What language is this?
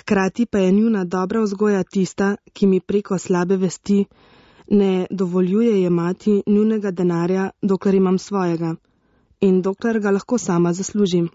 Slovenian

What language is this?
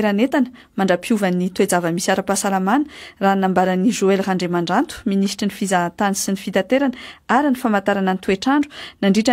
Malagasy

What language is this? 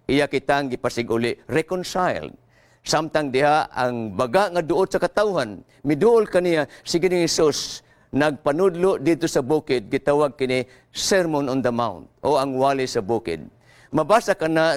Cebuano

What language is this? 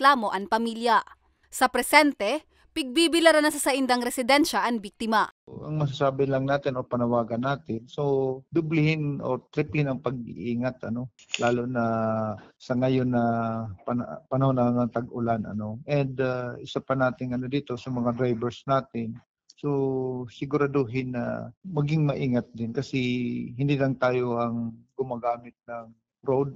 Bikol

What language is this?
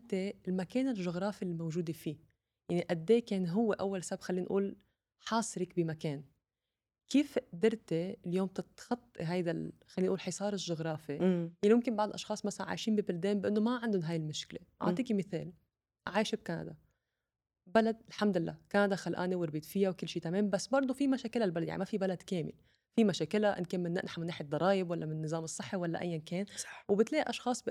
North Levantine Arabic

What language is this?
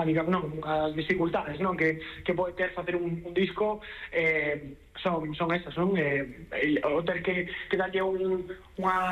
Galician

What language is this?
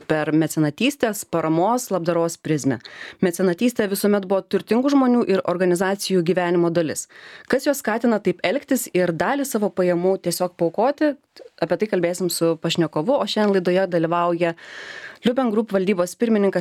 Lithuanian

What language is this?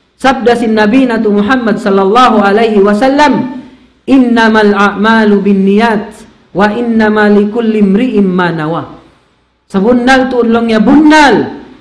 Tausug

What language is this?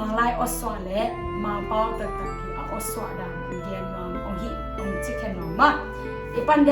Tedim Chin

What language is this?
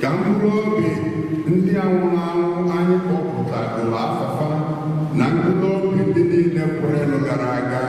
Igbo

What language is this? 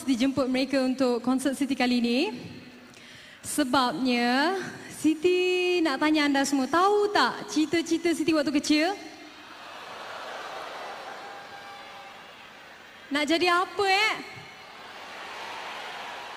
Malay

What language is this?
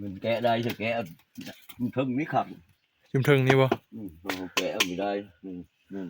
Northeastern Thai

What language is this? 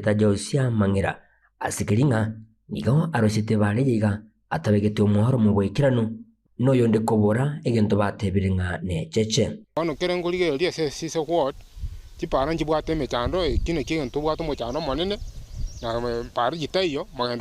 Gusii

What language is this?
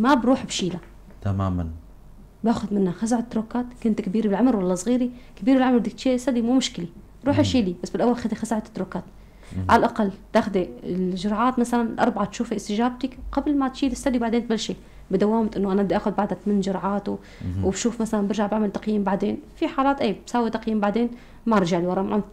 North Levantine Arabic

